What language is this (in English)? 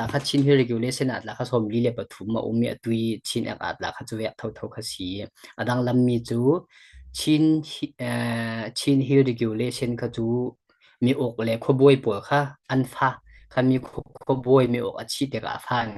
Falam Chin